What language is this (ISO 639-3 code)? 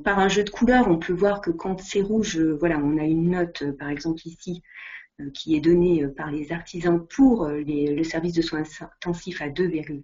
fra